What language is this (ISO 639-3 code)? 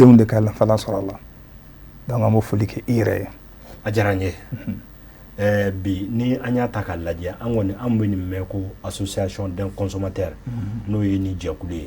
bam